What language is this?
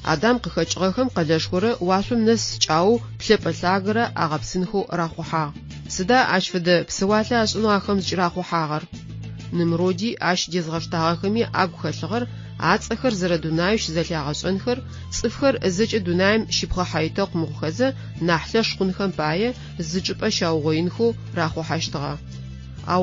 Adyghe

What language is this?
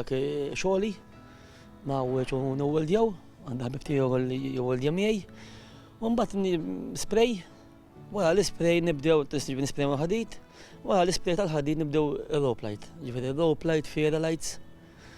Maltese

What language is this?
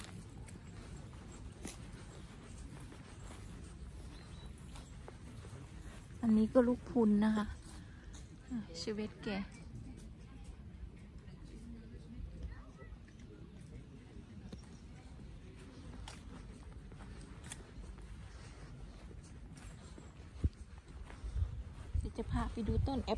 Thai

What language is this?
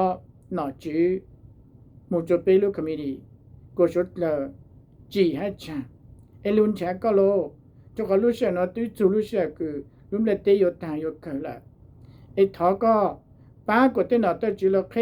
Hmong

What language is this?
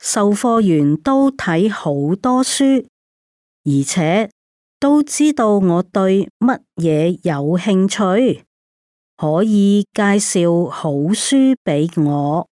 Cantonese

